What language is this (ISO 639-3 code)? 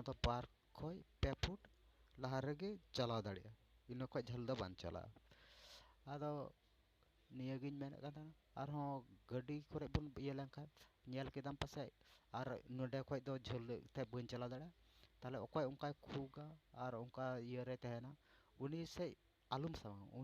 sat